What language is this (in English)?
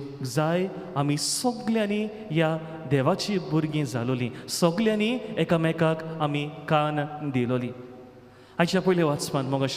Konkani